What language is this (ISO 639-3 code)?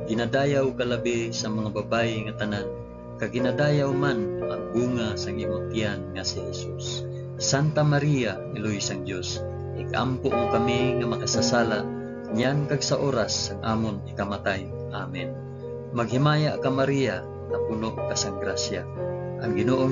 hil